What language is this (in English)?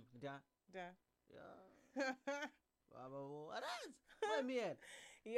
Tsonga